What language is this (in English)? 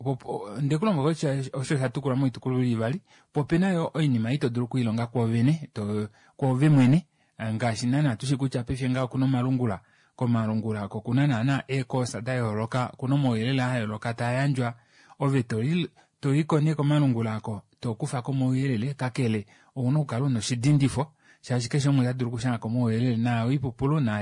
Kuanyama